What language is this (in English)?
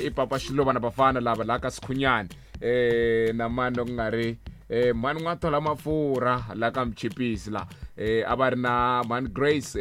Tsonga